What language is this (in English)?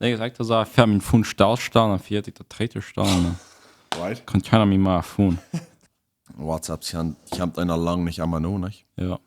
Plautdietsch